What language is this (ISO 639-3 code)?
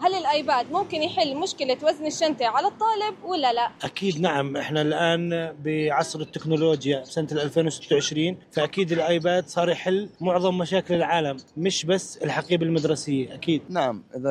apc